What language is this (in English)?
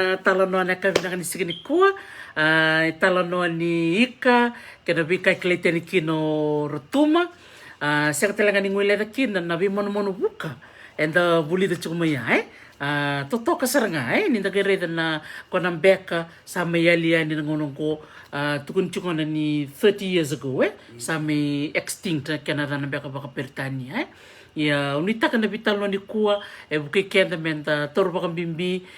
Fijian